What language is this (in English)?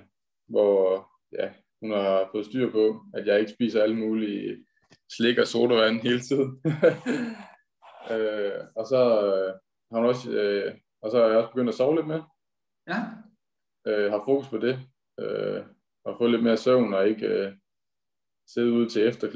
Danish